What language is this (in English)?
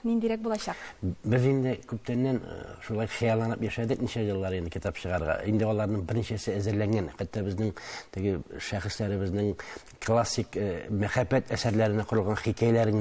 Tatar